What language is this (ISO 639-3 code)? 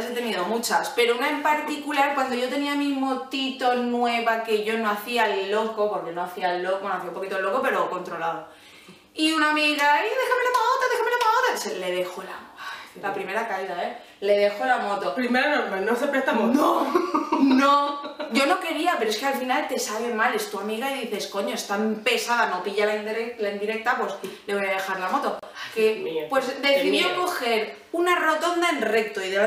spa